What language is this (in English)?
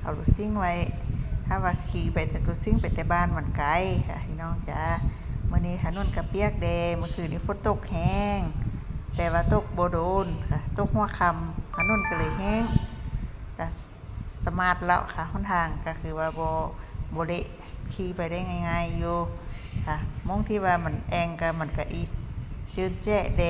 Lao